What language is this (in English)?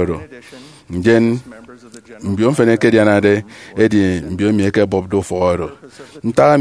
Efik